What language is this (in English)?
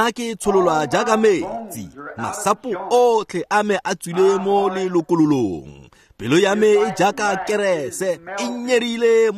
Tswana